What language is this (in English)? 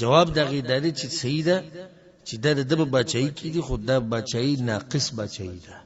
Pashto